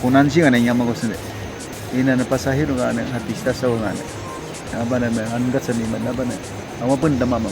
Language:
Awa-Cuaiquer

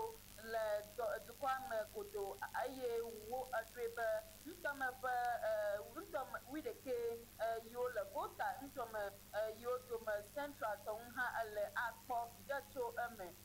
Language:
Ewe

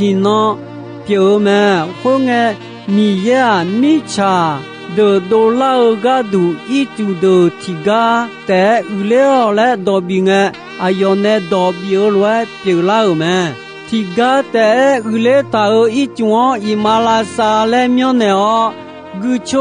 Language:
Akha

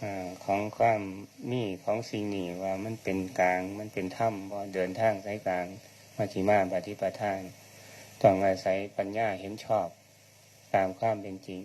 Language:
Northeastern Thai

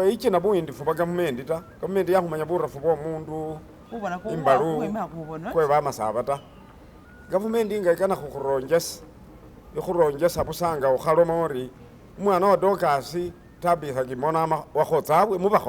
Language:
Masaaba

